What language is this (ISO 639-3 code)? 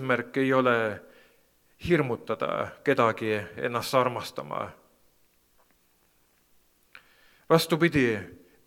est